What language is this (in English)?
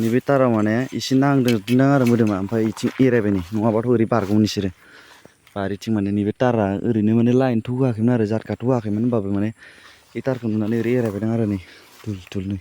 Bodo